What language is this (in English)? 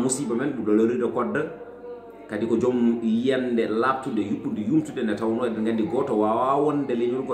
Fula